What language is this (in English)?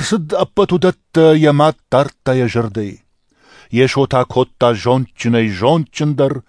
Ossetic